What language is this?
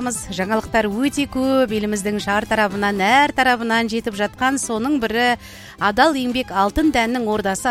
Kazakh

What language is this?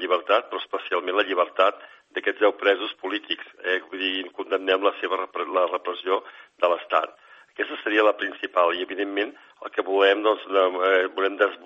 Catalan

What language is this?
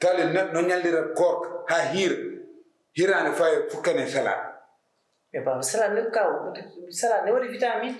Fula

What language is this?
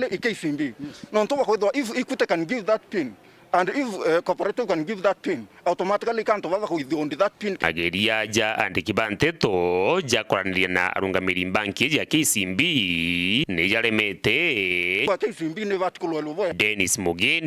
Meru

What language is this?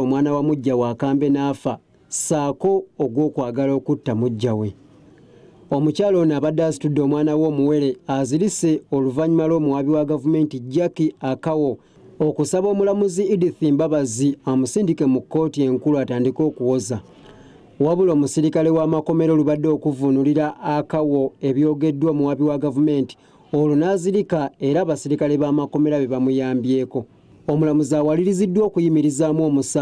Ganda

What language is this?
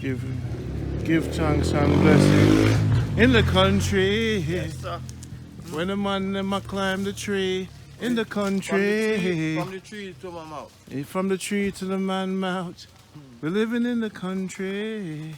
Jamaican Creole English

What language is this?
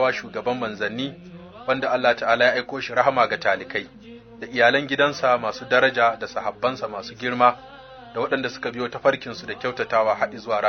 Hausa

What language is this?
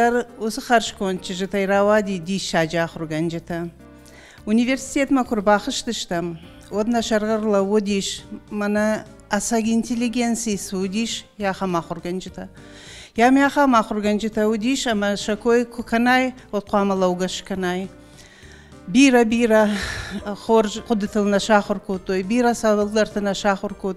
Ossetic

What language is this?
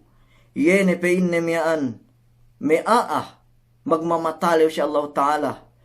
Yakan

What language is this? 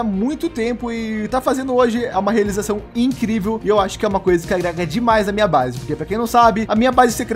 Portuguese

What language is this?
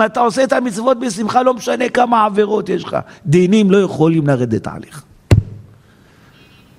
Hebrew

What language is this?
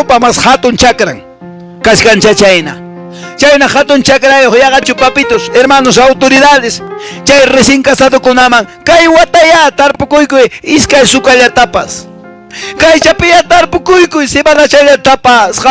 Quechua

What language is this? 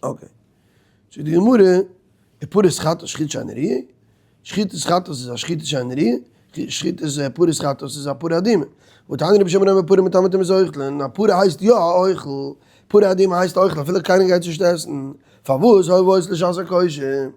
Yiddish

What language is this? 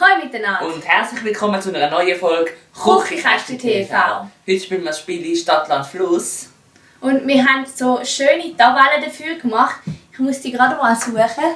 Swiss German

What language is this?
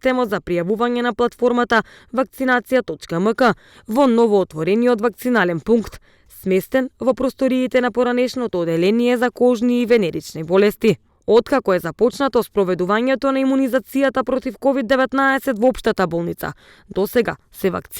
Macedonian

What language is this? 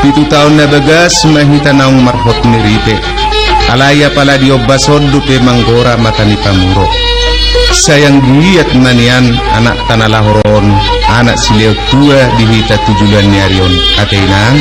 Batak Toba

